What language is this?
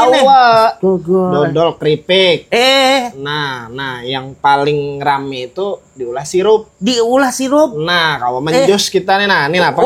Banjar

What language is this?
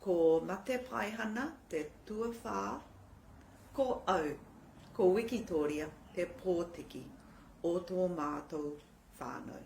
Māori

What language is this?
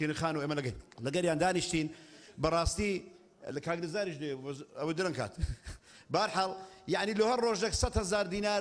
Central Kurdish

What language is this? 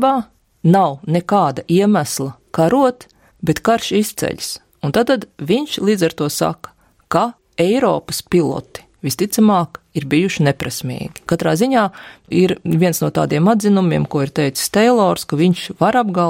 Latvian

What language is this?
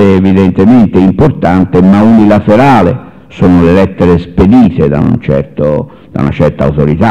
Italian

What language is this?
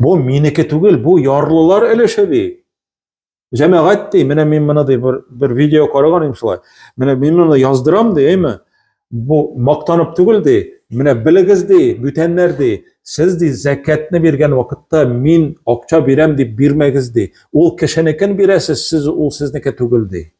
Tatar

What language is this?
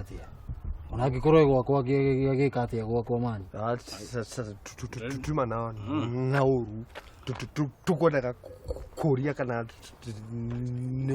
Kikuyu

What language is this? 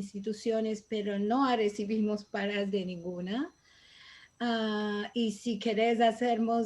Ladino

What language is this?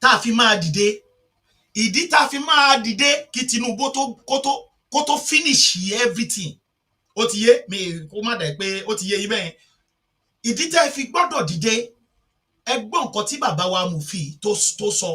Yoruba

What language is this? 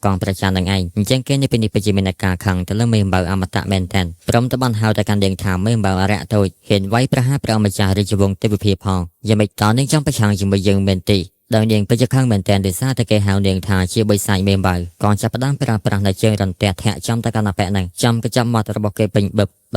Khmer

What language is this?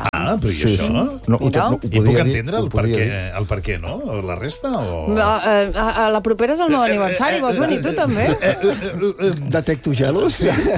Catalan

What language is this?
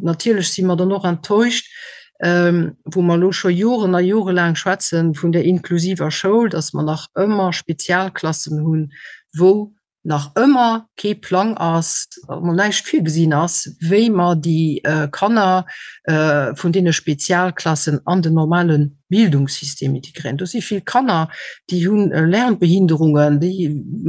Luxembourgish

